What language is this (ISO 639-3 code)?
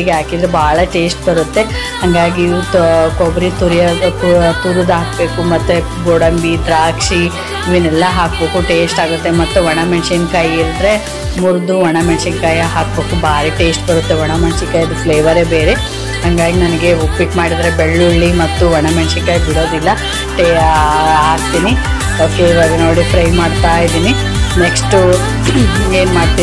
kan